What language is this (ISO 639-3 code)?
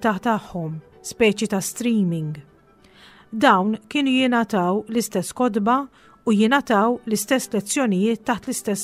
mlt